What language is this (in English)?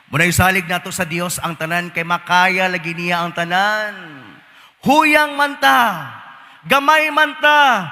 Cebuano